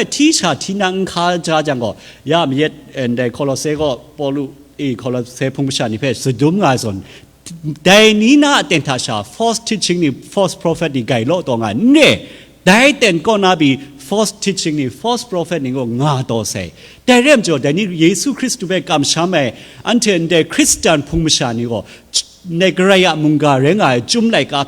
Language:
Kachin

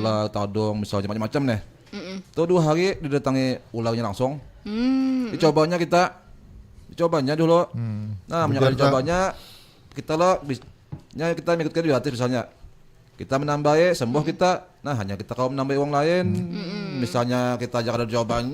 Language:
Banjar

